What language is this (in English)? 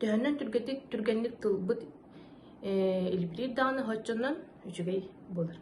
Yakut